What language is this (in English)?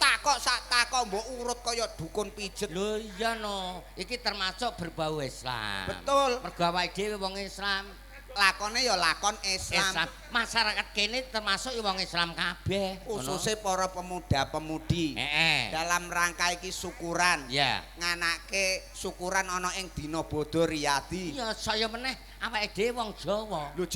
Javanese